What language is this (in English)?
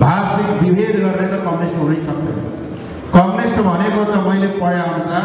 Nepali